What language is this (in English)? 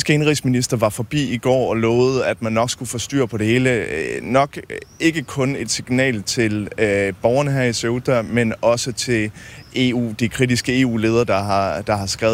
Danish